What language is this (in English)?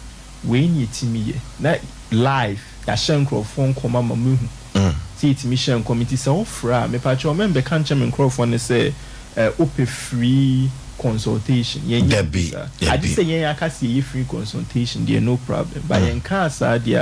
Akan